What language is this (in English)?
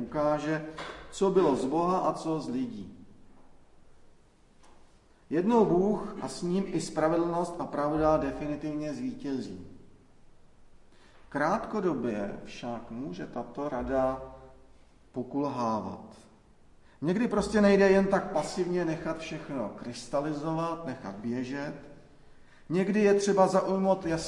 Czech